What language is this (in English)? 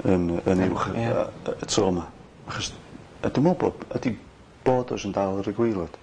Welsh